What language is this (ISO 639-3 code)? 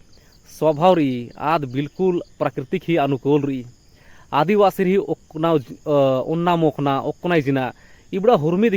kru